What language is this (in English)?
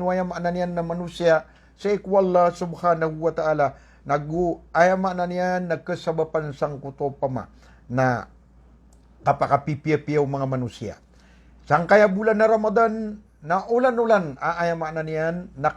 Maranao